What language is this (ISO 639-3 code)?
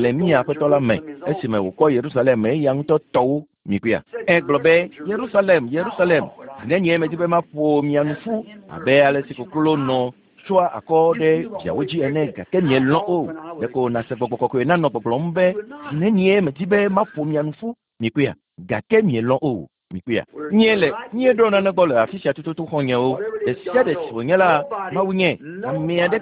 ewe